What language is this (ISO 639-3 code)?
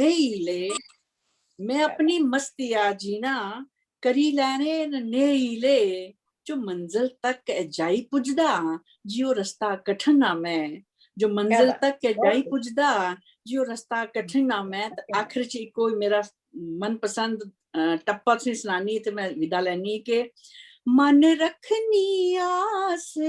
doi